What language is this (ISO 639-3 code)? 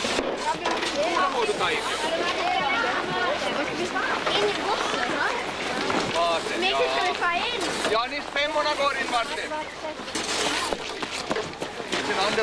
swe